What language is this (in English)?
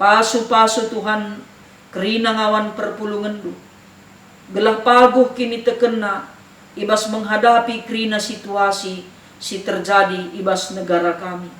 Batak Karo